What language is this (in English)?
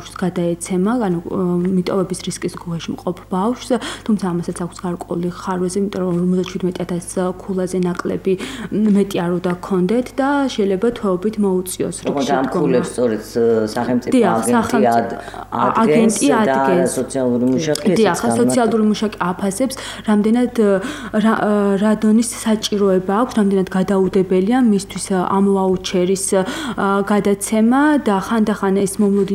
Georgian